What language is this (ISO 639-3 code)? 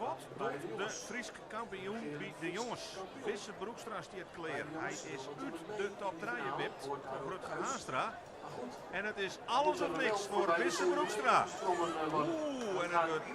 fry